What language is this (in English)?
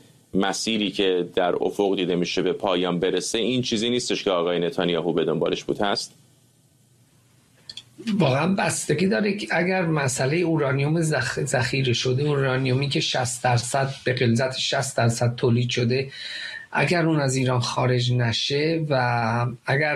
Persian